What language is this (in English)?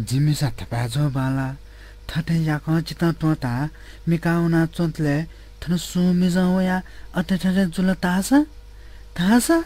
Newari